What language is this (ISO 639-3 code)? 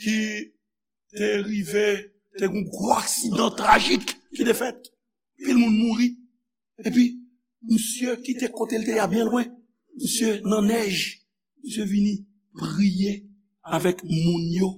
hat